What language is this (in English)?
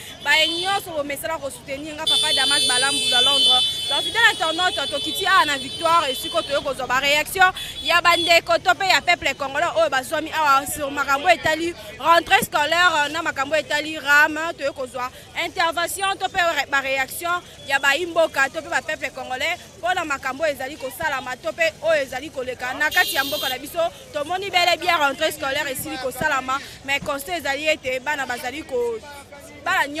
Lingala